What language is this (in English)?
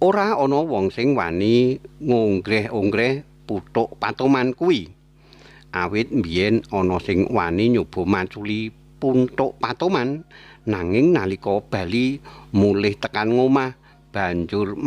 Javanese